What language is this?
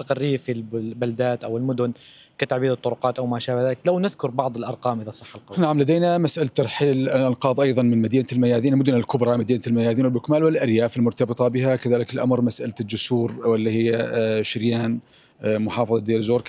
Arabic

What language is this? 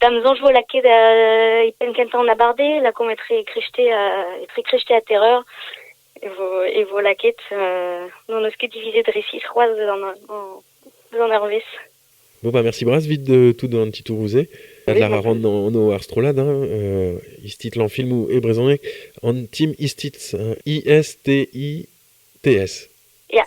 Breton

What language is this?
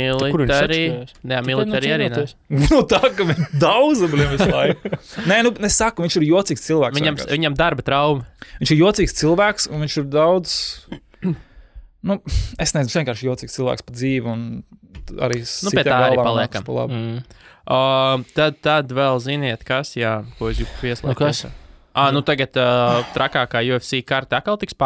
Latvian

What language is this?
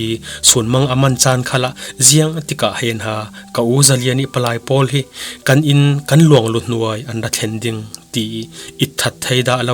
Falam Chin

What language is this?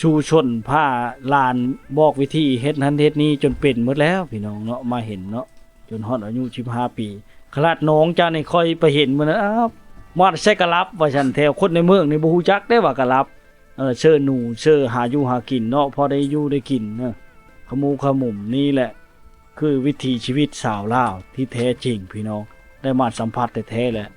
Lao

